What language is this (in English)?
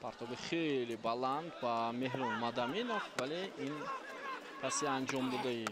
Tajik